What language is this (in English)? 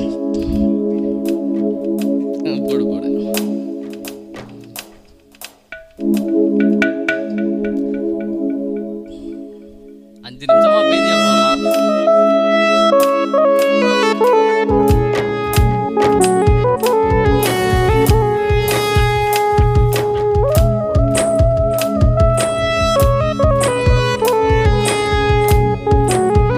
Tamil